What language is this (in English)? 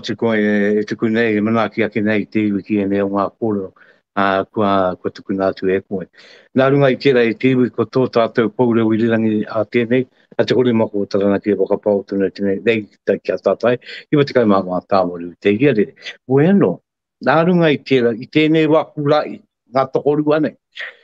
Māori